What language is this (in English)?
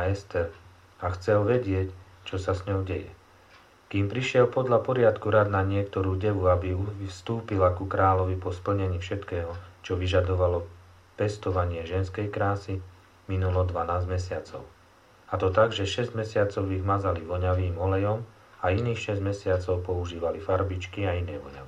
Slovak